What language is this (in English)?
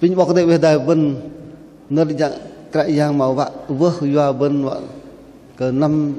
Bahnar